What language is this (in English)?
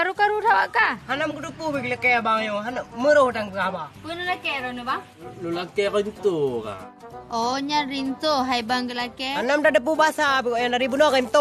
Achinese